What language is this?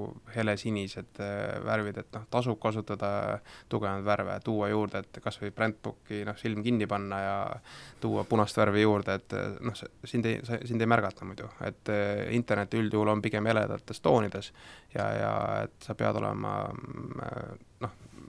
Estonian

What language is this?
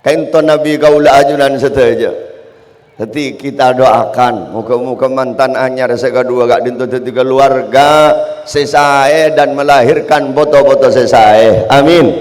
Madurese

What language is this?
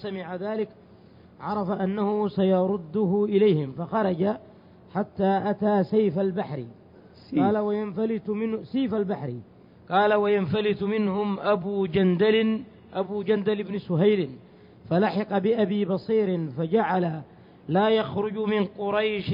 Arabic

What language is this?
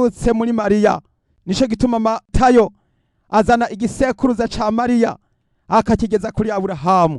Rundi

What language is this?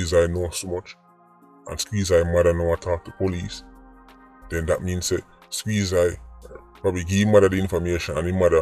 Jamaican Creole English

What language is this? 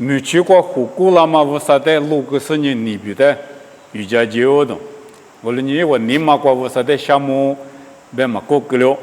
Lisu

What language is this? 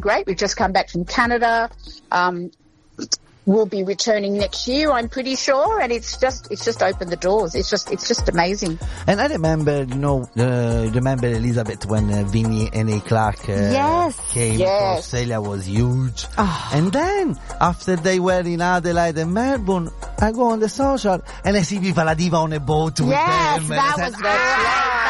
English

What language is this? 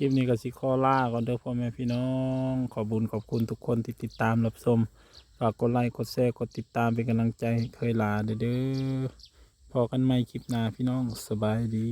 Northeastern Thai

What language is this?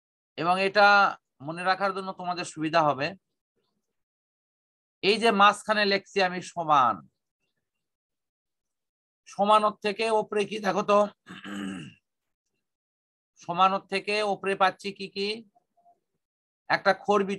Bangla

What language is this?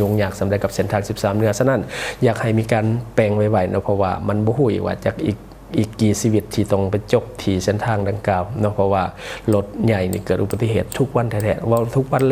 Lao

